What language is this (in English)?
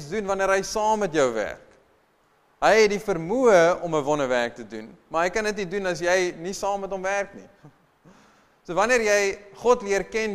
Afrikaans